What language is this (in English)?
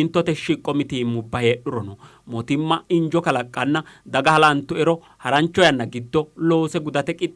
Sidamo